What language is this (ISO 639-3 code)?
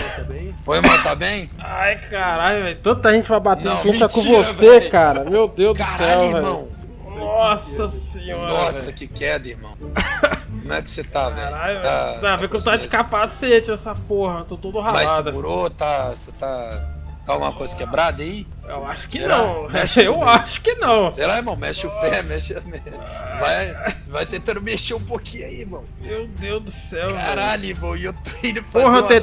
por